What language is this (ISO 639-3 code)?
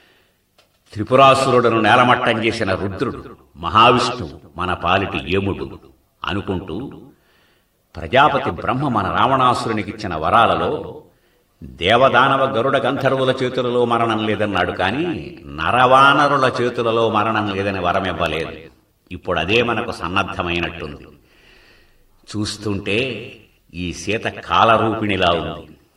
tel